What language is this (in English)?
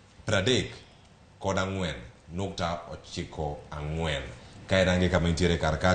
Luo (Kenya and Tanzania)